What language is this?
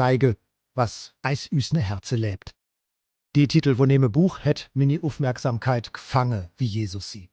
Swiss German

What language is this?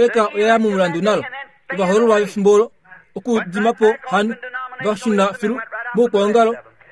Kuanyama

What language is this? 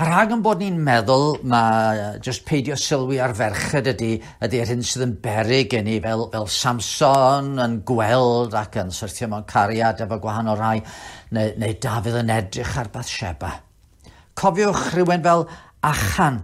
Welsh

